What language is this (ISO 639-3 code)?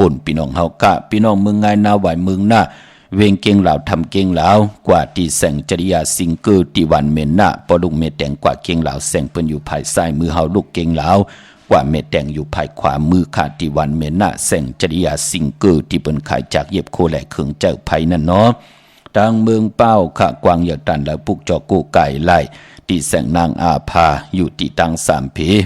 shn